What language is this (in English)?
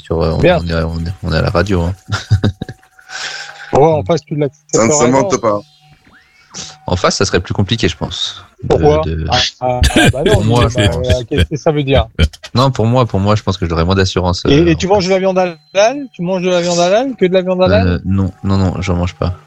French